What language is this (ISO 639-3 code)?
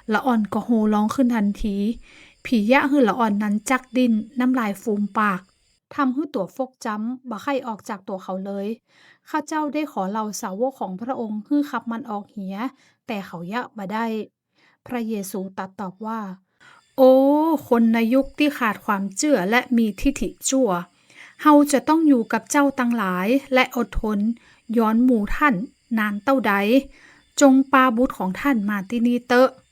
nod